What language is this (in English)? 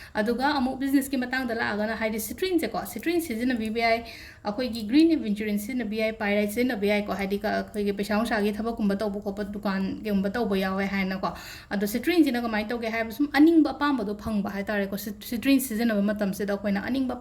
Manipuri